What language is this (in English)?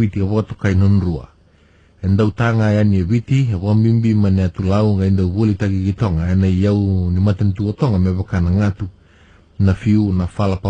Fijian